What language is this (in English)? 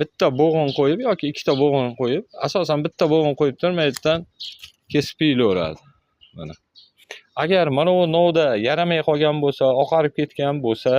Uzbek